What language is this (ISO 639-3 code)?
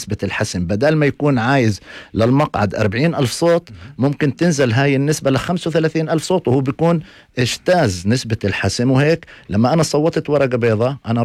apc